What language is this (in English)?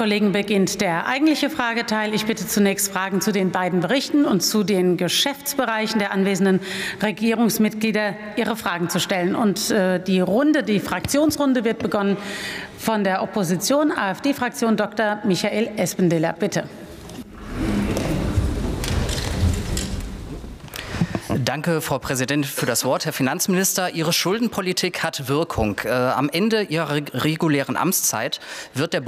German